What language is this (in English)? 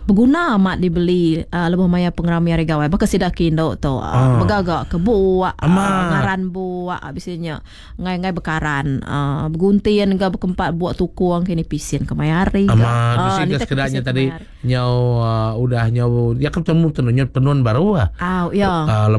Iban